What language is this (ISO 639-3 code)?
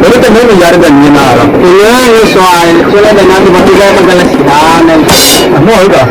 nia